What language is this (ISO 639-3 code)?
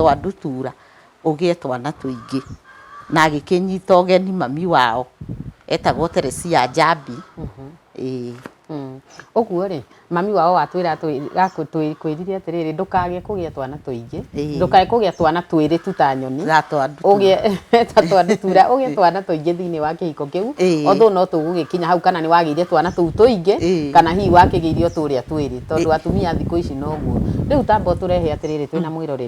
kik